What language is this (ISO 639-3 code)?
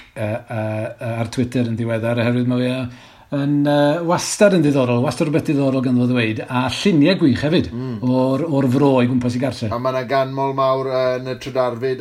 cym